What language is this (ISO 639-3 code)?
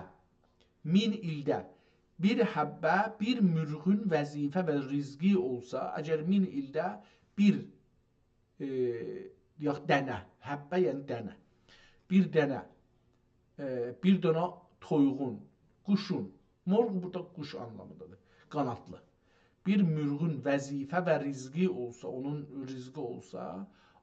azb